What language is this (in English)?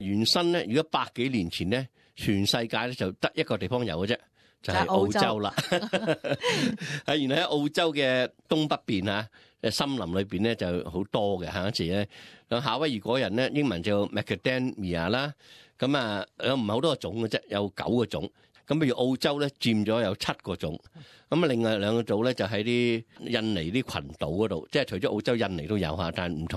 Cantonese